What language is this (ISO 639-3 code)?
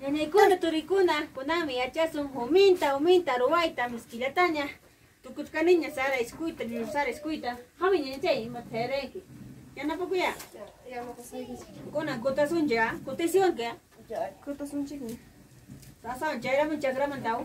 quy